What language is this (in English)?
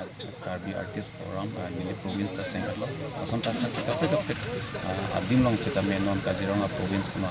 Karbi